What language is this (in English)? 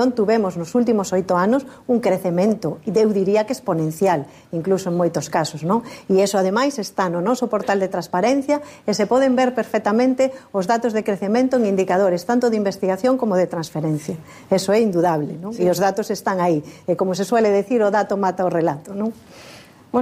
Galician